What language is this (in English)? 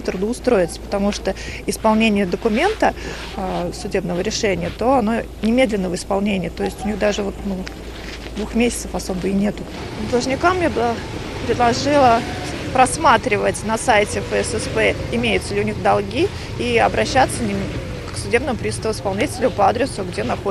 Russian